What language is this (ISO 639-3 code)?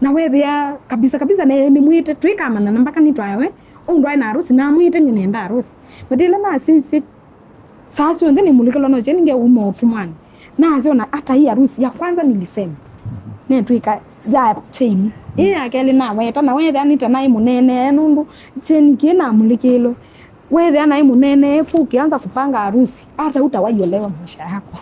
kam